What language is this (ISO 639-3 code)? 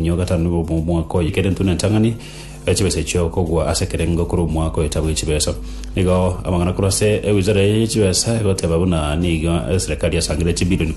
guz